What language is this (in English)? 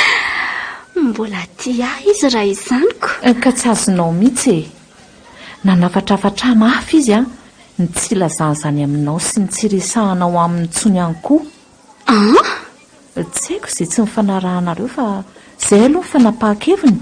Malagasy